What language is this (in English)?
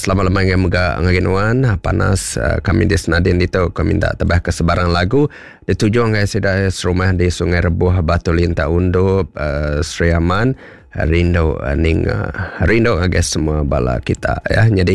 Iban